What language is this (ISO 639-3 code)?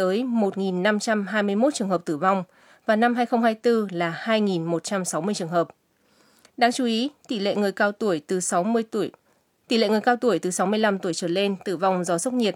vie